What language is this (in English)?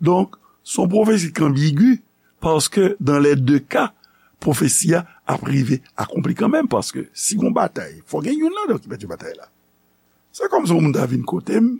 Haitian Creole